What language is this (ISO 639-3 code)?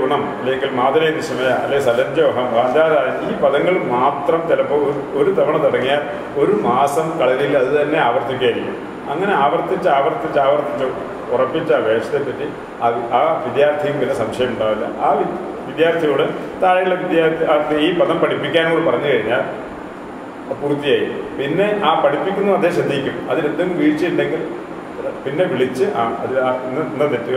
mal